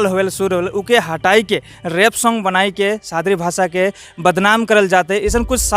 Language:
Sadri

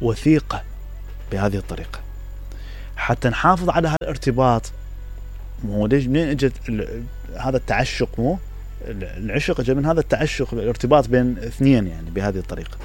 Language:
Mesopotamian Arabic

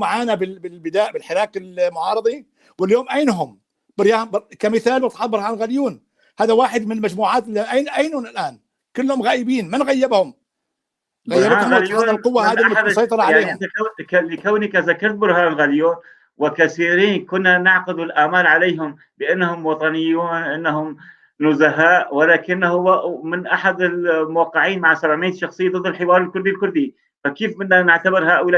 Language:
North Levantine Arabic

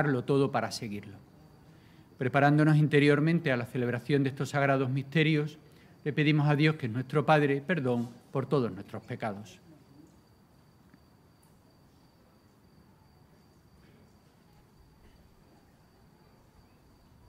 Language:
Spanish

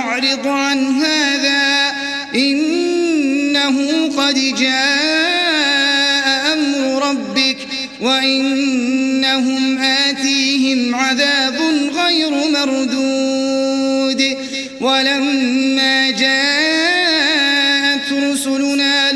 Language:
Arabic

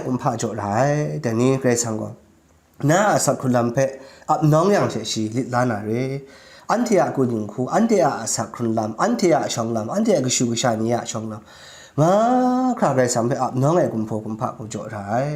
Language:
Kachin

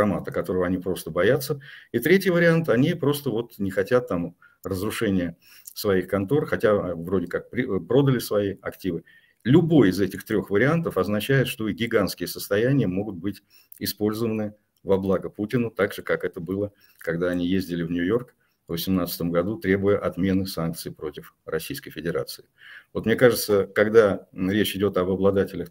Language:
Russian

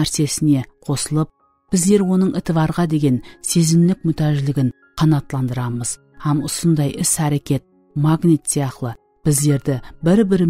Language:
Kara-Kalpak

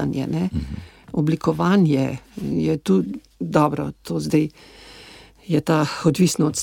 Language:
Slovenian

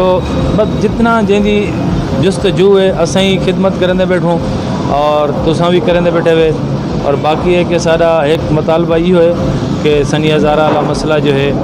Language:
Saraiki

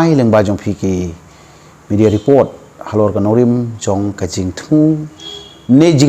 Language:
Khasi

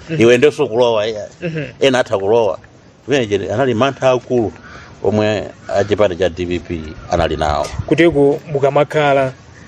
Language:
Nyanja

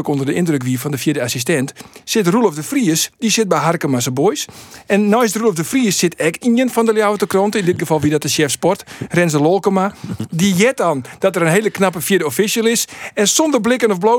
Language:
Western Frisian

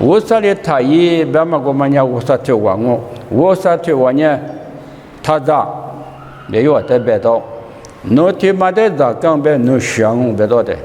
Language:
Lisu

